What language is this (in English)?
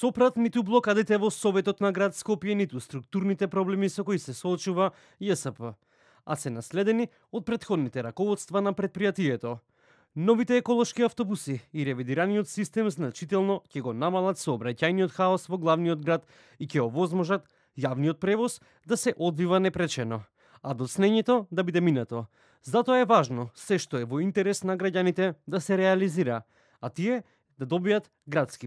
Macedonian